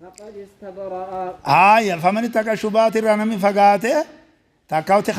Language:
Oromo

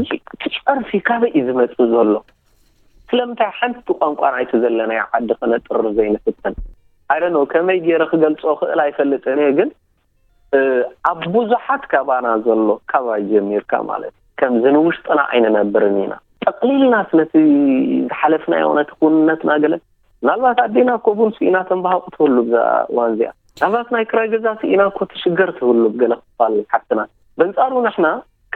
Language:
Tigrinya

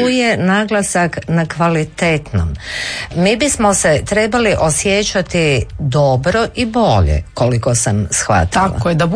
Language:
Croatian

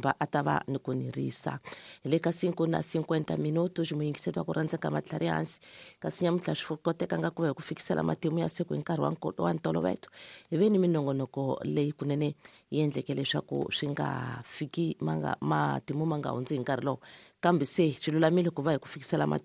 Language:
Tsonga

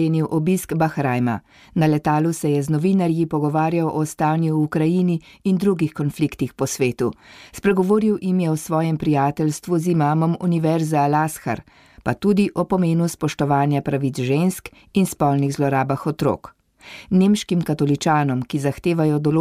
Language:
Slovenian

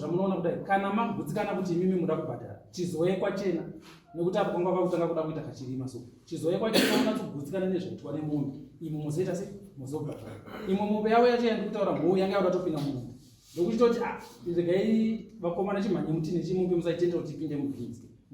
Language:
Shona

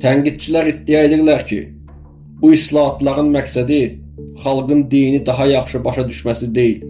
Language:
Azerbaijani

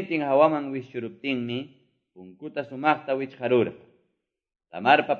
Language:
Quechua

